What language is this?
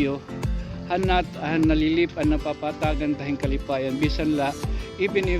Waray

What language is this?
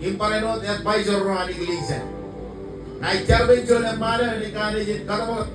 Marshallese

